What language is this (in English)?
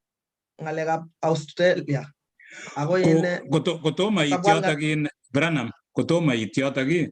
Kalenjin